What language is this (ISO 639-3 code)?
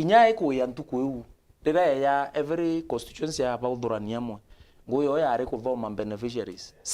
mer